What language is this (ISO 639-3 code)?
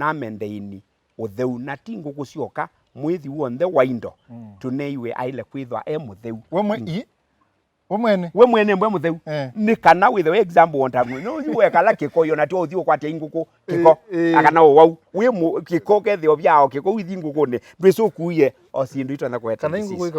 kam